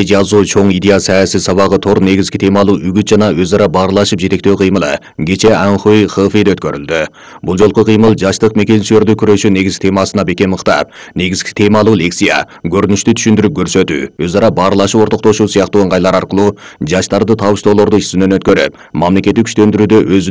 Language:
Kyrgyz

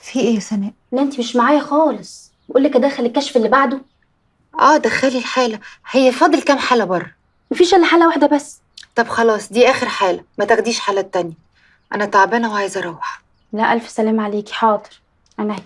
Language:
Egyptian Arabic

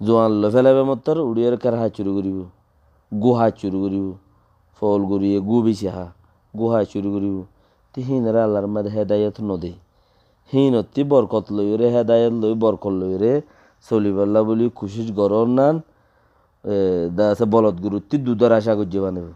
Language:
Rohingya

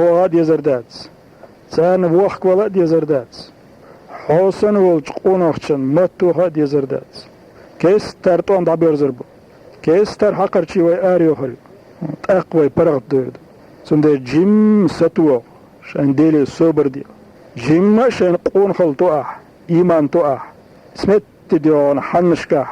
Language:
Chechen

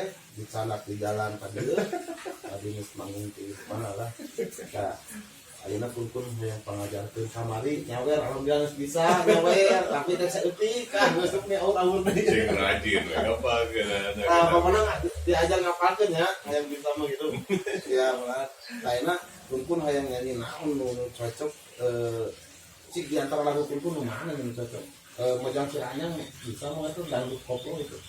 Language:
Sundanese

